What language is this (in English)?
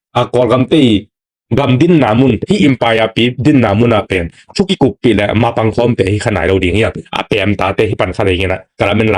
Tedim Chin